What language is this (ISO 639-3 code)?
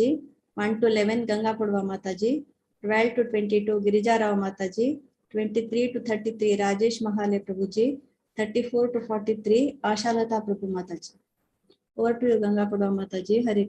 kok